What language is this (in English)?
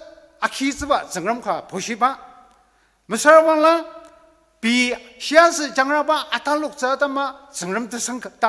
Ao Naga